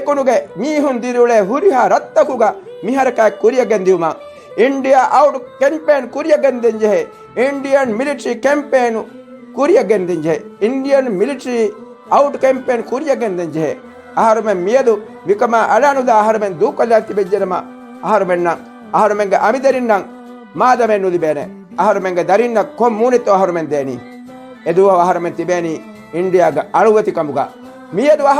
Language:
Divehi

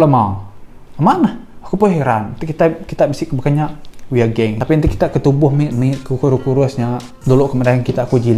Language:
Iban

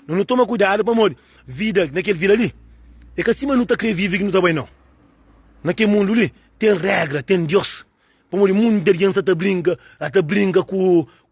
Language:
Kabuverdianu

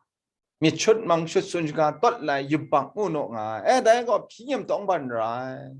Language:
Kachin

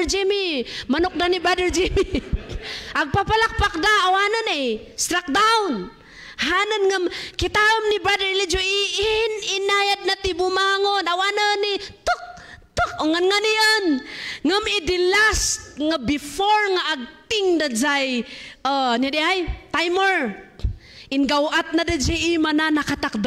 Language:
Iloko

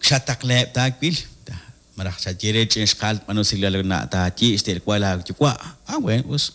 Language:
Kekchí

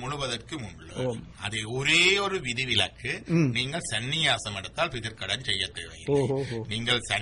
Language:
Tamil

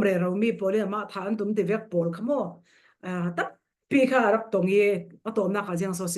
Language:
Falam Chin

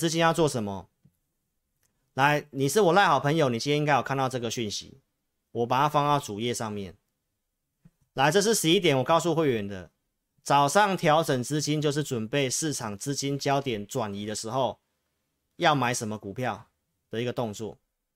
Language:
Chinese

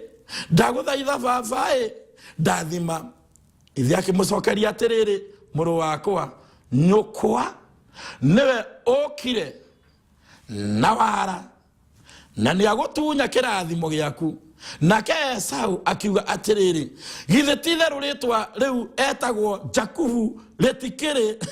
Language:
Kikuyu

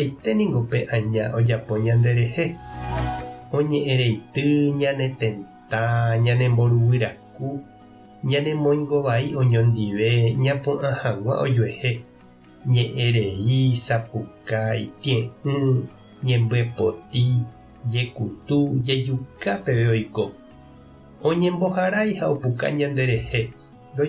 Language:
Guarani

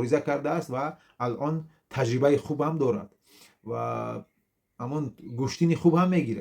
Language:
Tajik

